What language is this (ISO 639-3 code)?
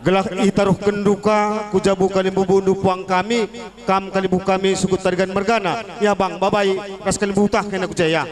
btx